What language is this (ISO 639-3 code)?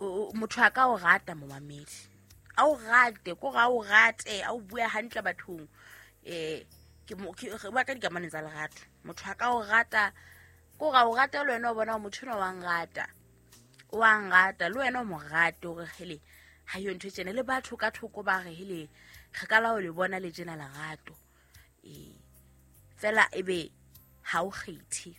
sot